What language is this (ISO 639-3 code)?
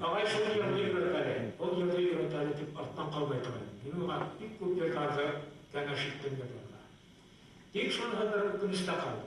bak